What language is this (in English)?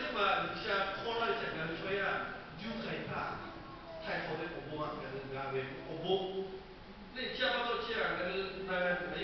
Lahu